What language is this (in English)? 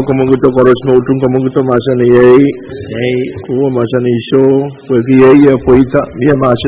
Pohnpeian